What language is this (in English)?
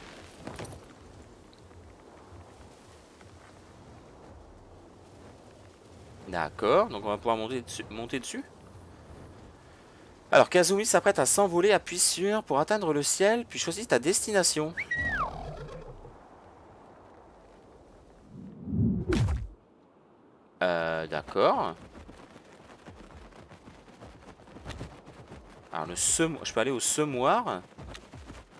French